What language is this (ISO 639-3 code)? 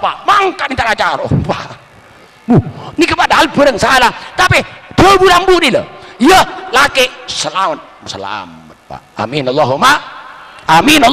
mad